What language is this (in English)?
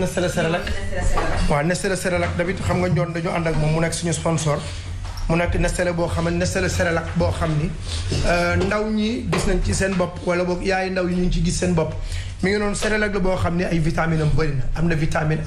Wolof